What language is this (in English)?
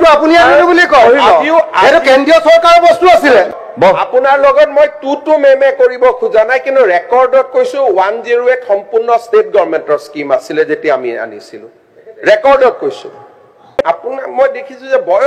Assamese